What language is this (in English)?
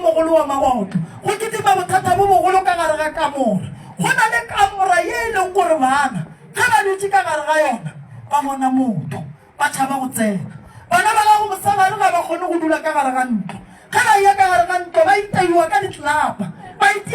Northern Sotho